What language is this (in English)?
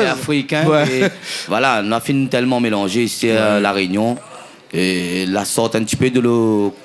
Réunion Creole French